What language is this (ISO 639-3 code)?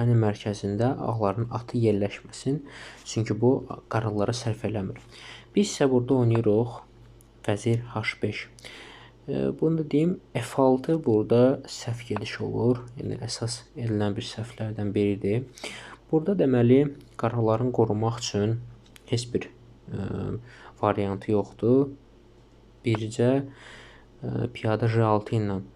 aze